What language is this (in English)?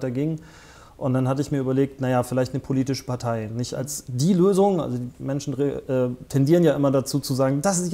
German